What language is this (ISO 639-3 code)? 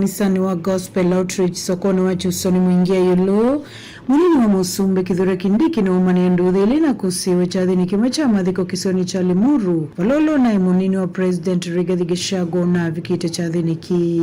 kam